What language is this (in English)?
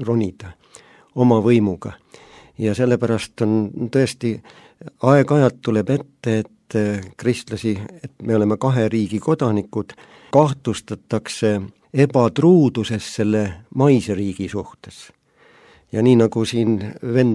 Estonian